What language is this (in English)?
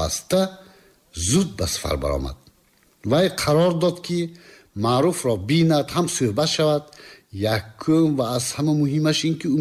Tajik